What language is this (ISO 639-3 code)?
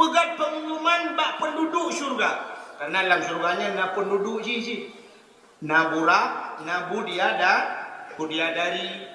ace